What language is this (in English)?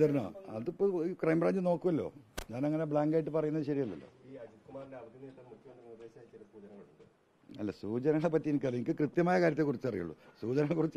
Malayalam